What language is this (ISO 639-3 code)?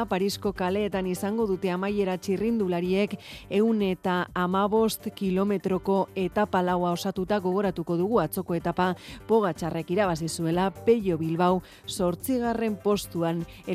eus